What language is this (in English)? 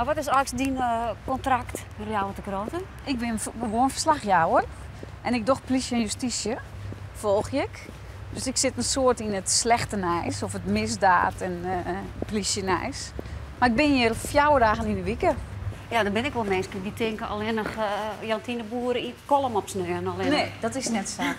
Western Frisian